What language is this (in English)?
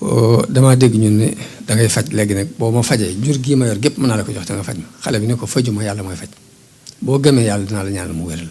Wolof